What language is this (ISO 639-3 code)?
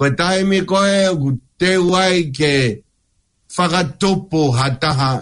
ton